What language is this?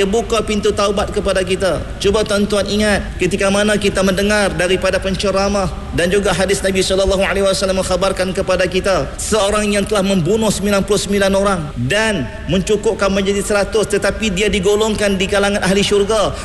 Malay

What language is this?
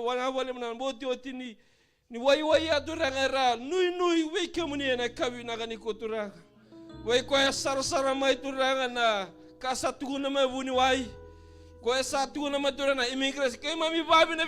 Fijian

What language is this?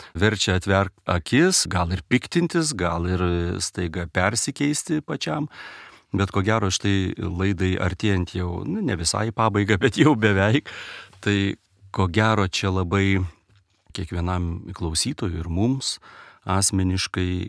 Lithuanian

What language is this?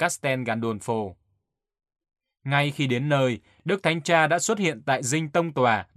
Vietnamese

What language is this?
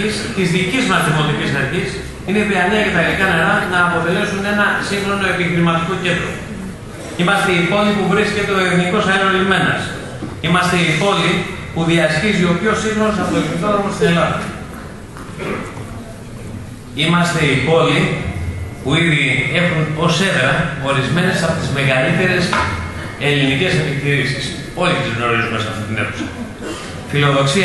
Greek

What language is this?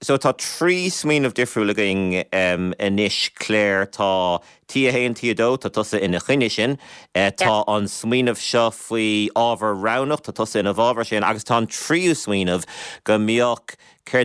Irish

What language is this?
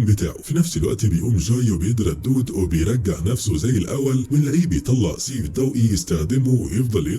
Egyptian Arabic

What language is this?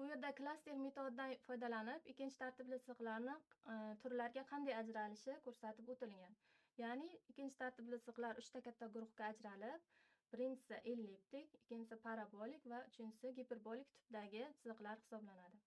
Uzbek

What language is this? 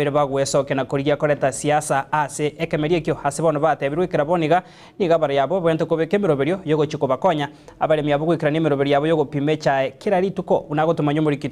Gusii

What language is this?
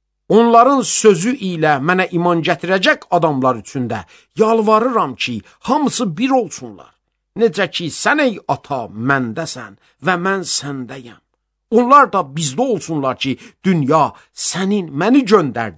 Azerbaijani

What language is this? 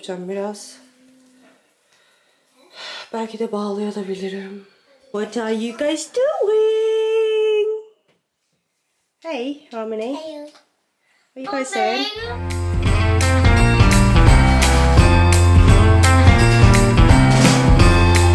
Turkish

